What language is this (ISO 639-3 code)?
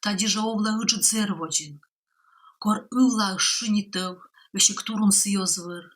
kom